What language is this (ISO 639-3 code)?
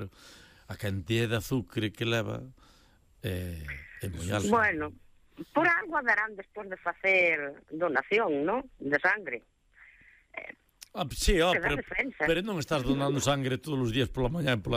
glg